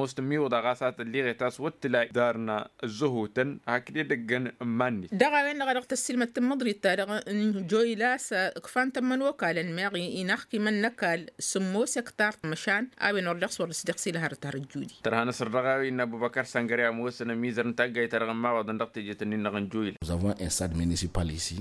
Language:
Tamasheq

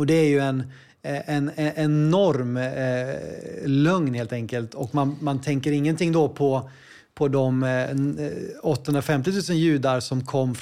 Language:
Swedish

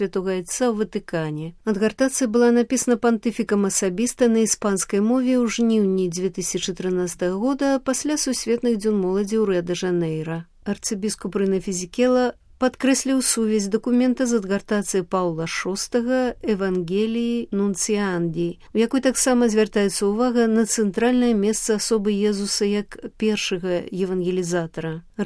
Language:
Belarusian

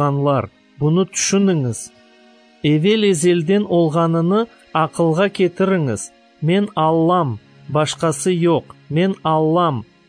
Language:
Crimean Tatar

